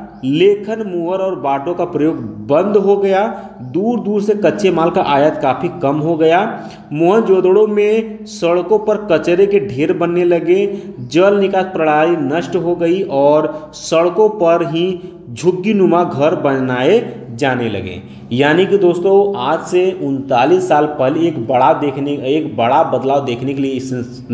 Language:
Hindi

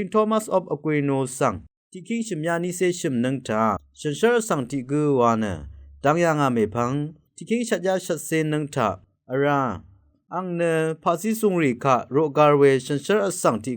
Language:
Rawang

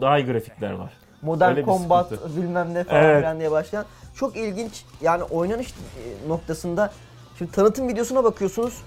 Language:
Turkish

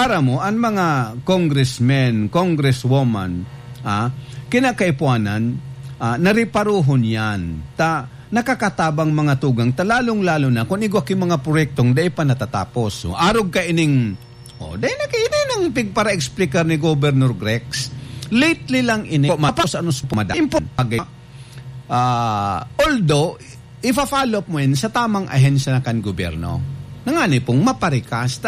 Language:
Bikol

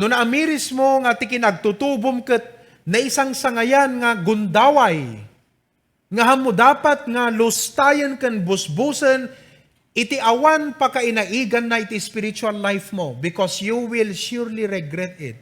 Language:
Iloko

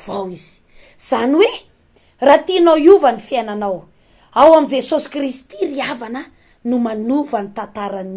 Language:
Malagasy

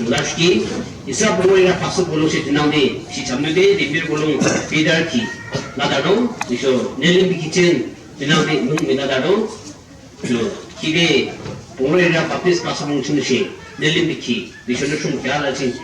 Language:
Yimchungru Naga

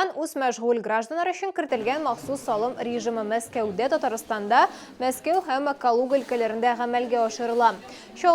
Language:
Tatar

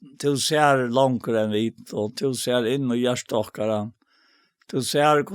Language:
Faroese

